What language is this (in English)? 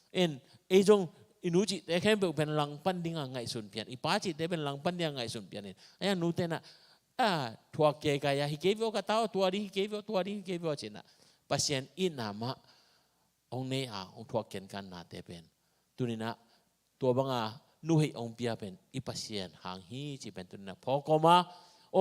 Tedim Chin